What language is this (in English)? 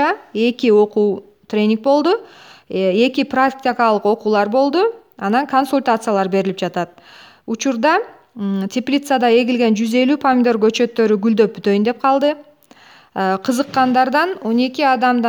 Kyrgyz